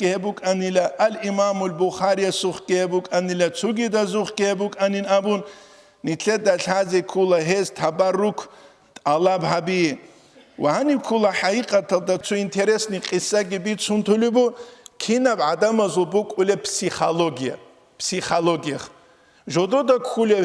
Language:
Avaric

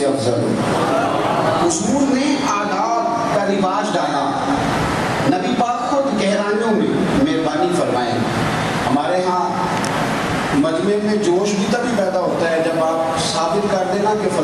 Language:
Urdu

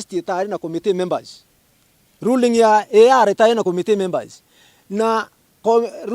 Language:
Meru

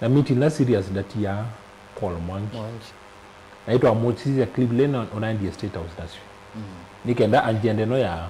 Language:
Kamba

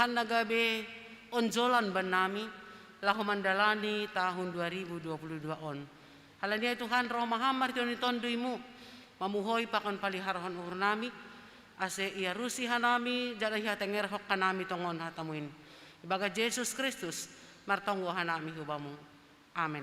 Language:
Batak Simalungun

